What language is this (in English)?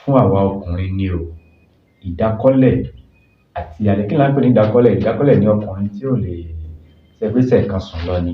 Yoruba